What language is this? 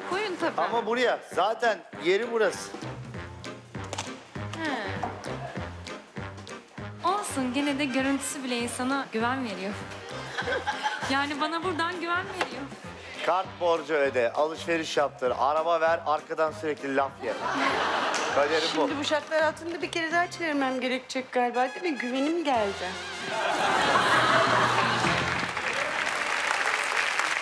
Turkish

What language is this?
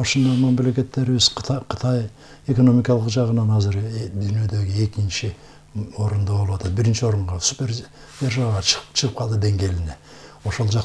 Kyrgyz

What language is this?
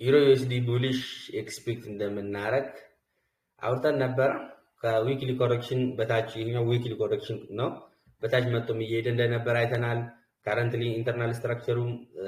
Amharic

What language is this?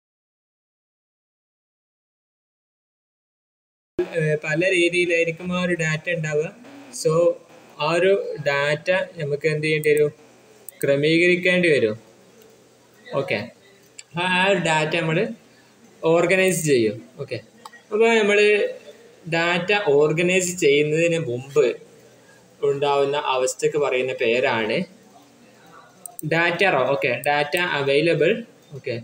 Malayalam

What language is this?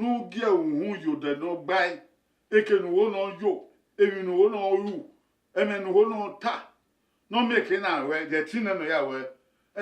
Bini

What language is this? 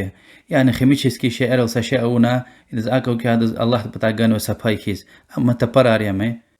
Lezghian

